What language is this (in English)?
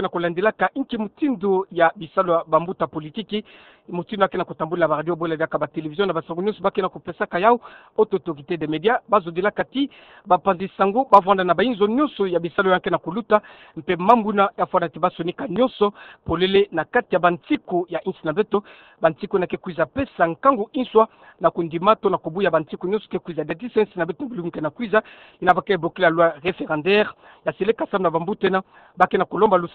Kituba (Democratic Republic of Congo)